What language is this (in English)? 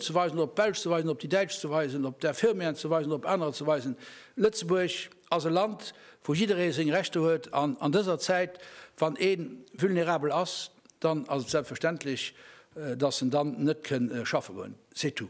Luxembourgish